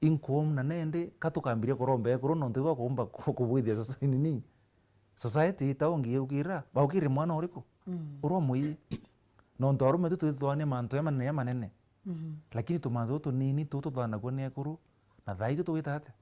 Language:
Meru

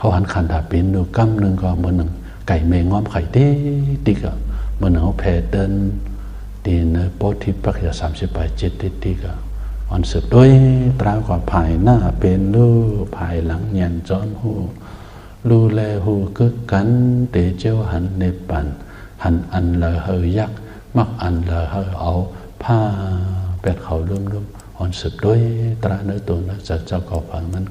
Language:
Shan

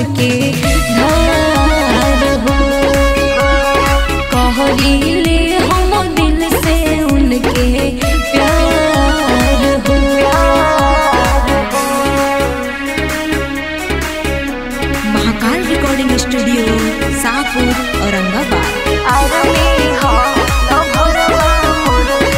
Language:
Bhojpuri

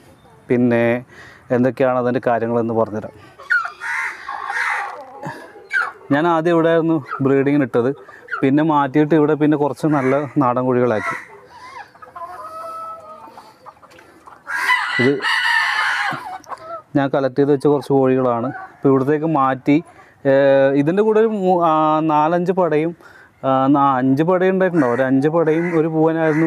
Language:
Malayalam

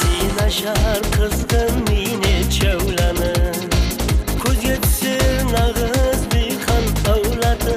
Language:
Kara-Kalpak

